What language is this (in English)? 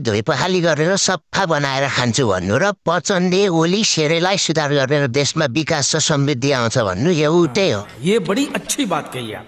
Nepali